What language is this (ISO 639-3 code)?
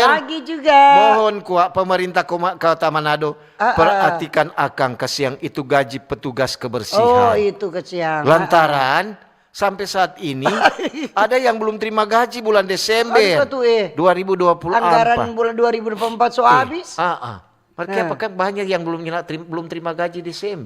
xmm